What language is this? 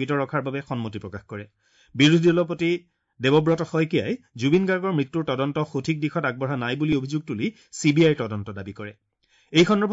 Assamese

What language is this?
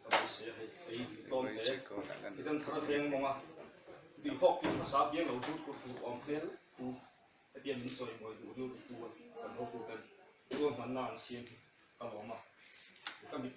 Mizo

